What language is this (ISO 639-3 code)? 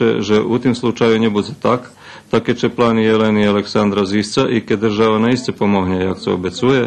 rue